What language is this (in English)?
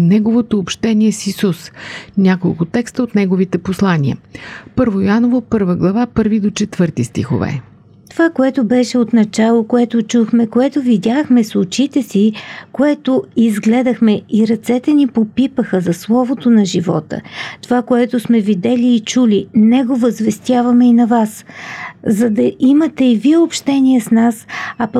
Bulgarian